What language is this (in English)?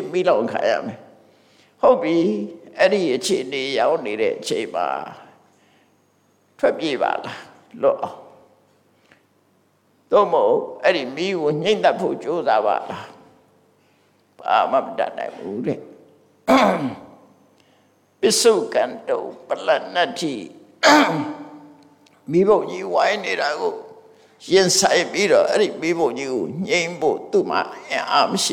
Burmese